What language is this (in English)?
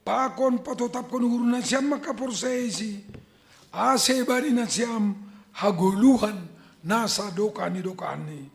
Batak Simalungun